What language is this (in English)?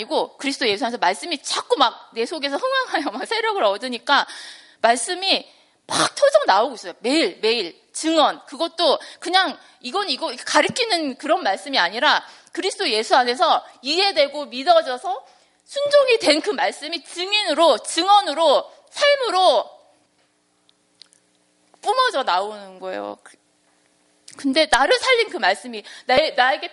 Korean